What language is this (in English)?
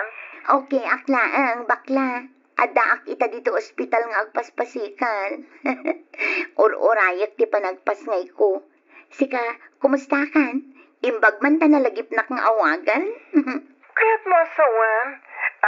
Iloko